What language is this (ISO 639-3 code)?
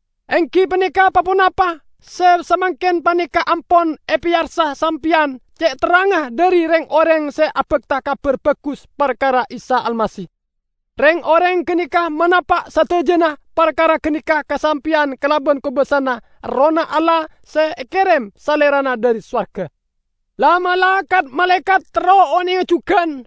mad